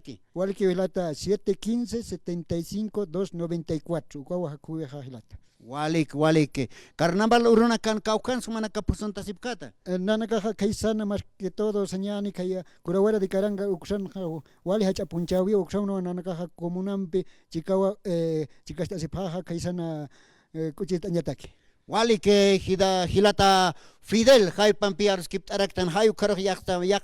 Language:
Aymara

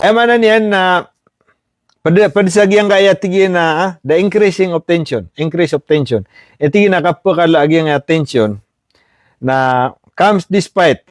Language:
Maranao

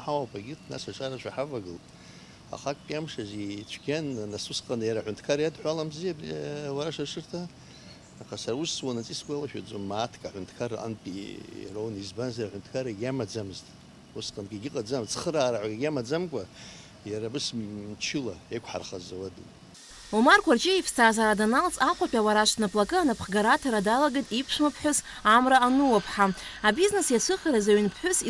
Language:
Abkhazian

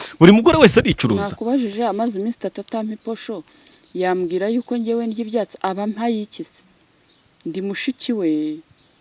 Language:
Kinyarwanda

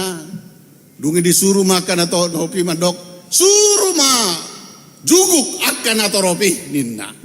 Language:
Batak Toba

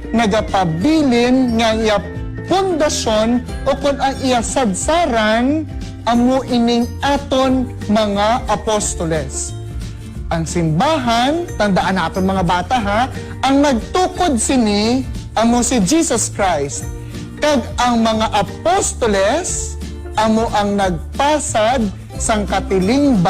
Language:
Hiligaynon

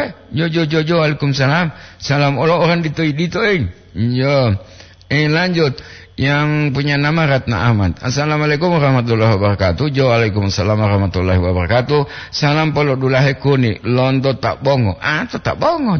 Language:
Gorontalo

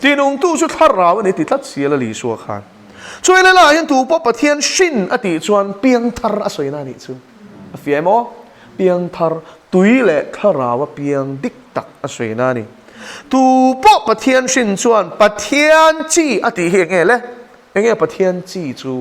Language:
Mizo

